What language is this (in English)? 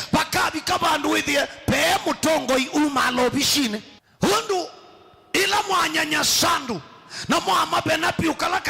Kamba